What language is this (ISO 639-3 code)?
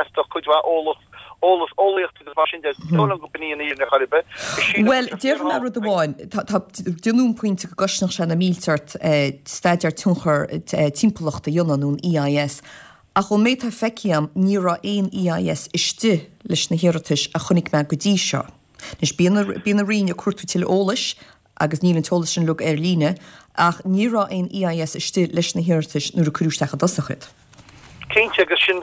gle